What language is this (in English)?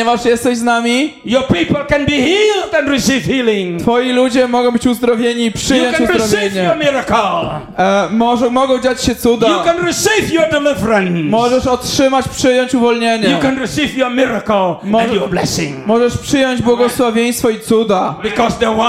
Polish